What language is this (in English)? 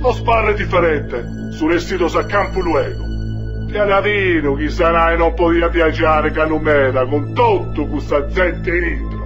Sardinian